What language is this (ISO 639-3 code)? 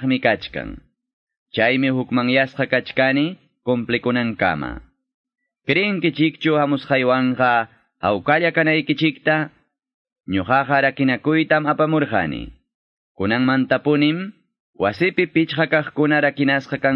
que